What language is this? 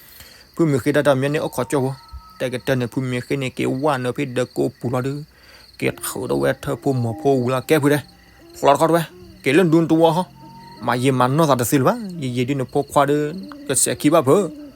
S'gaw Karen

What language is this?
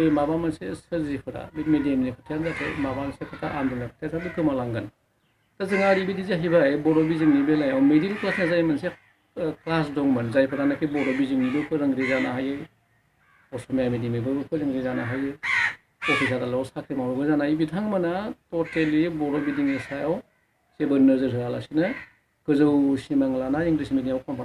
Bodo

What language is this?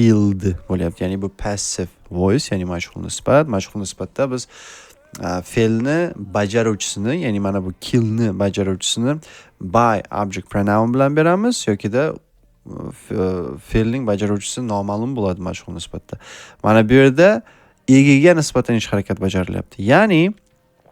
Uzbek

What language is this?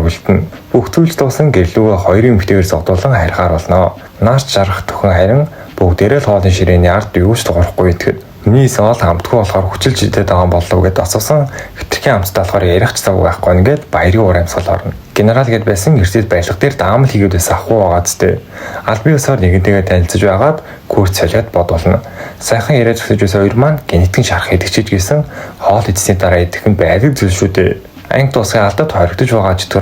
Mongolian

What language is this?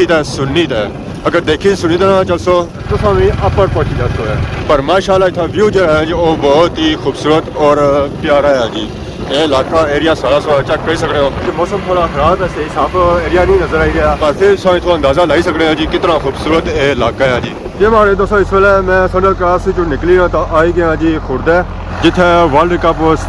Pahari-Potwari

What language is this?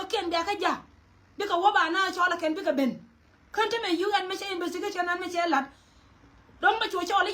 Nuer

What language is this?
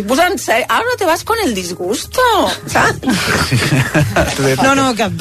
Catalan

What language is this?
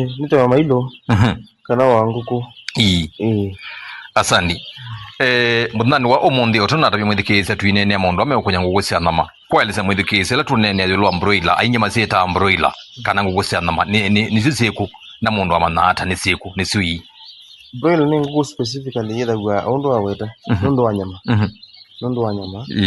Kamba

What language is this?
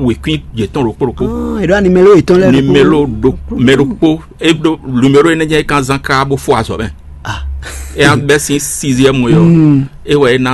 Fon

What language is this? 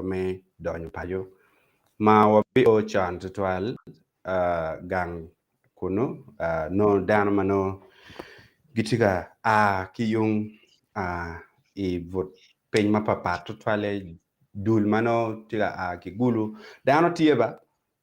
Acoli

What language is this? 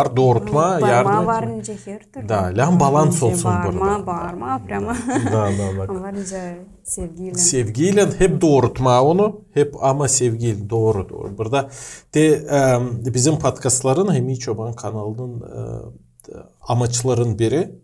Gagauz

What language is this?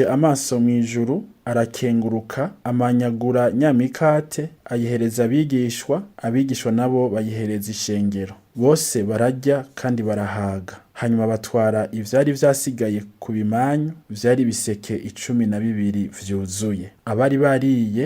Rundi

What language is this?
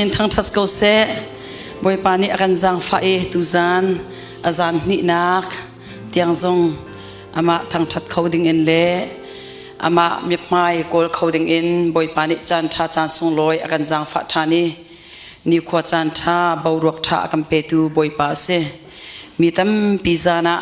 Hakha Chin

